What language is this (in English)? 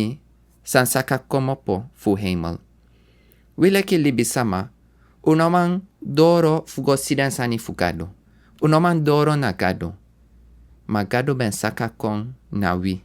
Sranan Tongo